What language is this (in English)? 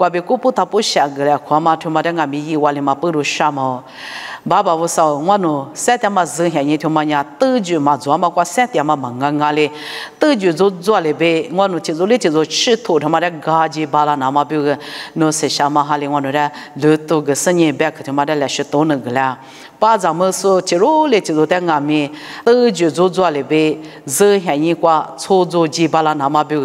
Lisu